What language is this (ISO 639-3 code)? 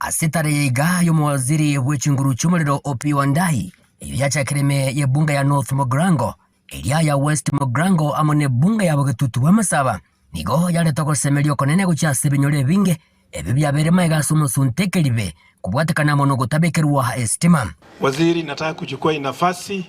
guz